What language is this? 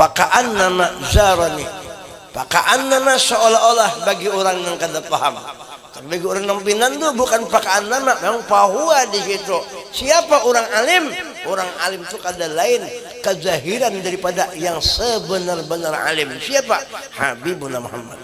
Banjar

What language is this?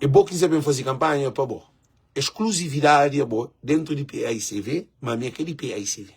Kabuverdianu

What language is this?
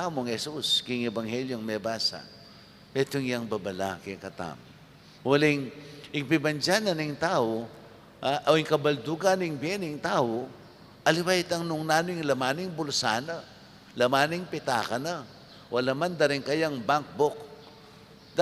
Pampanga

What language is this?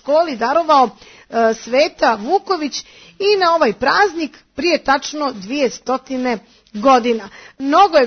Serbian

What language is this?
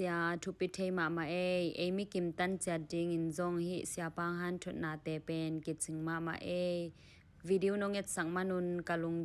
Tedim Chin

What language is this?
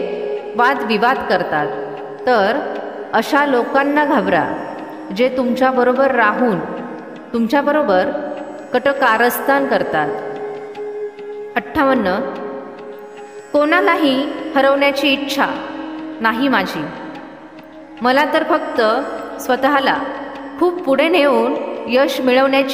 Marathi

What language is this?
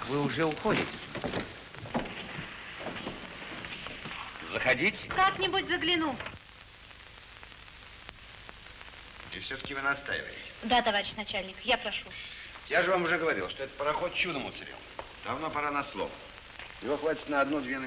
Russian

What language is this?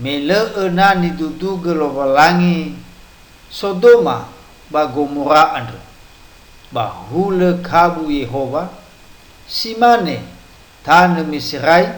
Nias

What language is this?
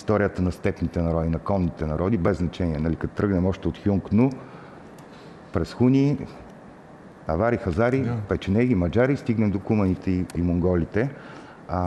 Bulgarian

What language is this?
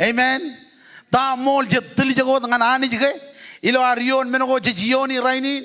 Marshallese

